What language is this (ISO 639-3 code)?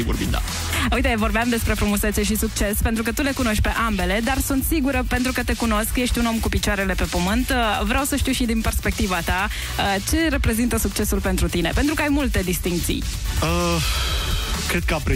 ron